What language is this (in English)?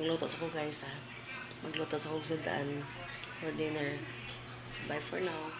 Cebuano